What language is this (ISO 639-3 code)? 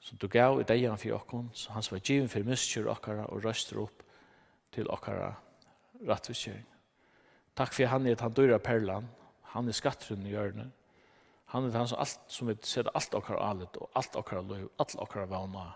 fao